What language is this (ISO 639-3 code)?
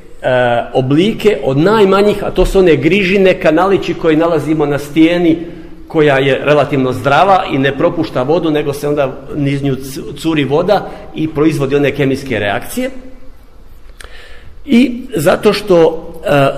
hrv